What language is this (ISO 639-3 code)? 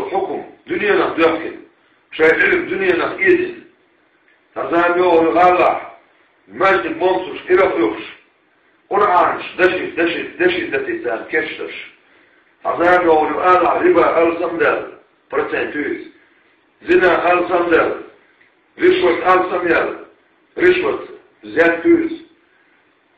che